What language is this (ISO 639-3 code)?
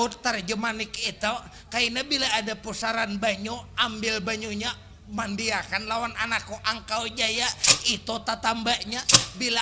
bjn